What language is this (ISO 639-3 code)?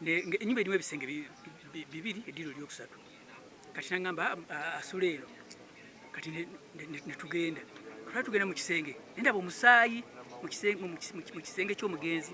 lug